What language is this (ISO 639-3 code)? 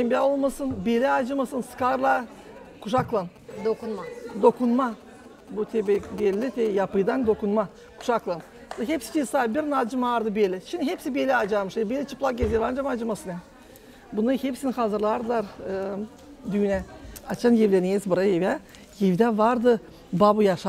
gag